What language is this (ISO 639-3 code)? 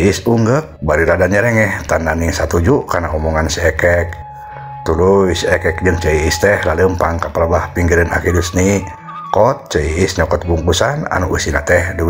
sun